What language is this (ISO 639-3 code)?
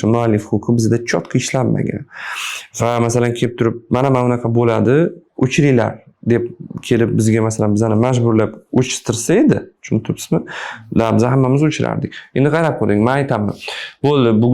uzb